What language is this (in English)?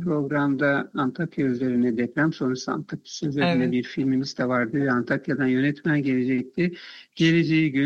Turkish